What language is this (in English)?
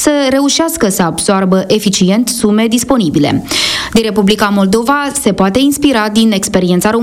Romanian